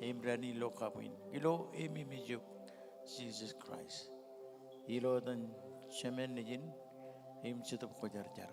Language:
Marshallese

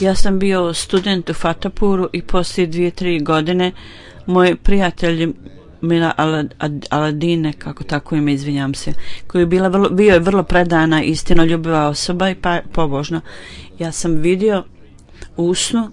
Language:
Bosnian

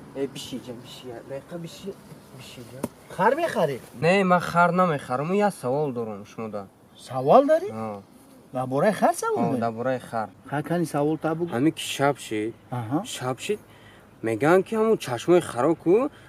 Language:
Tajik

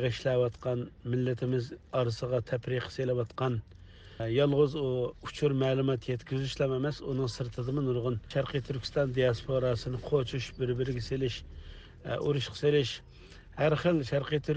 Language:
Uyghur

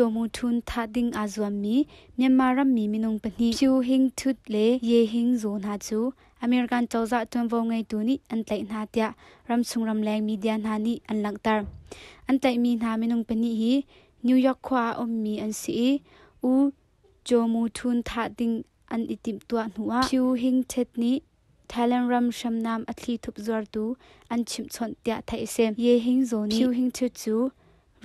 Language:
Hakha Chin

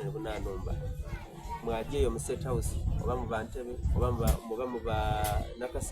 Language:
Soga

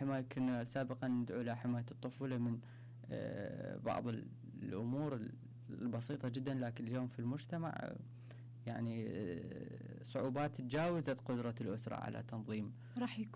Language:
Mesopotamian Arabic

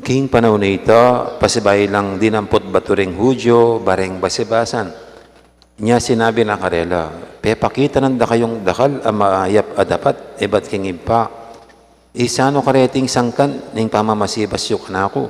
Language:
Pampanga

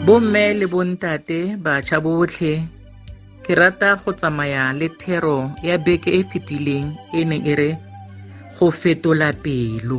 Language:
Tswana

